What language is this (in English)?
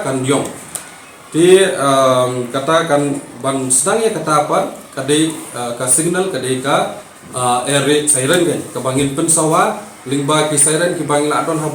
Khasi